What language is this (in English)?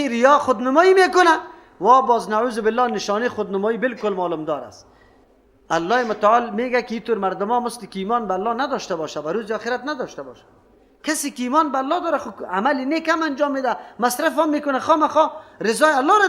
Persian